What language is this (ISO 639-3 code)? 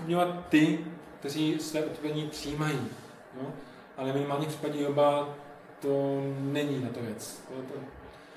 ces